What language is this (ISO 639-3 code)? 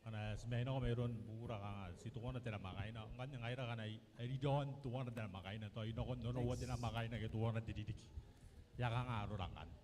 gil